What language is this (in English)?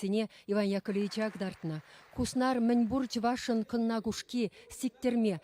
Chuvash